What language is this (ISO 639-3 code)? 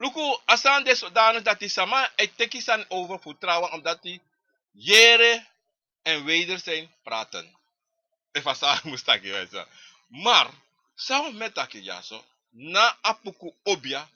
srn